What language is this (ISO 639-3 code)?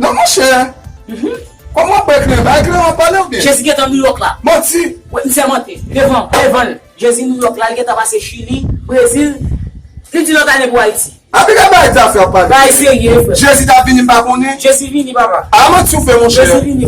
hat